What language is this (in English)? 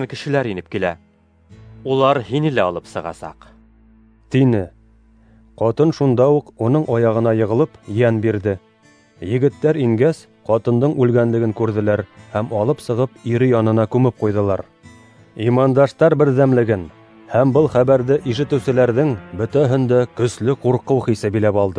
Bashkir